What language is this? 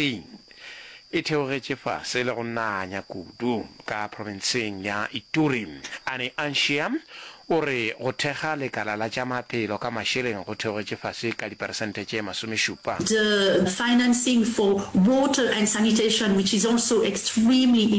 Northern Sotho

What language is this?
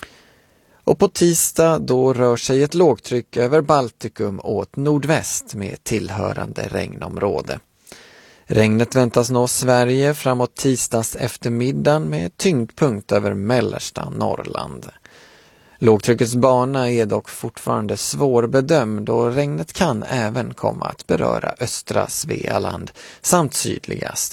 Swedish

